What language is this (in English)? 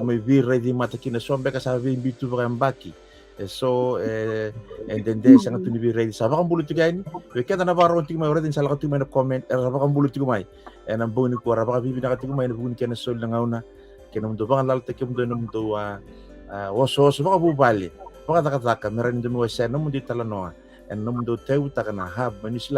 Fijian